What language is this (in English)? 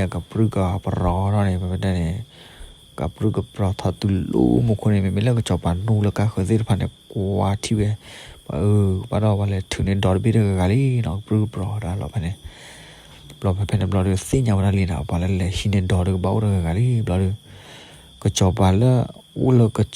S'gaw Karen